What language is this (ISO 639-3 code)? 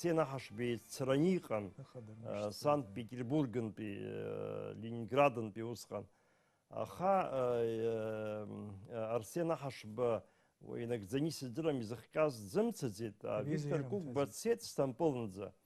abk